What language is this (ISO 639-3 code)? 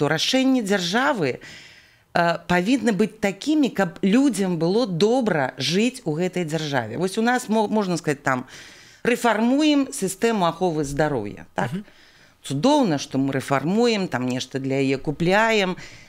bel